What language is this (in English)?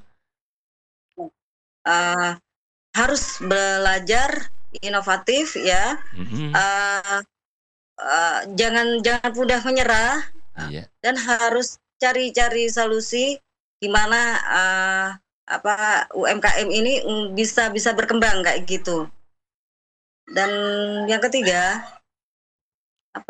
Indonesian